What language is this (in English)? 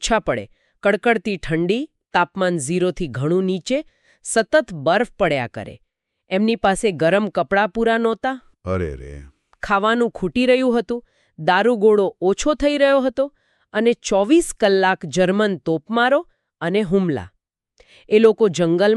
Gujarati